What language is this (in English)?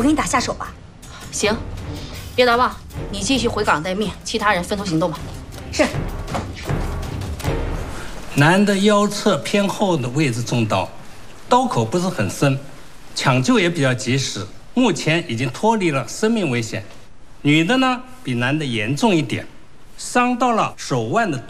Chinese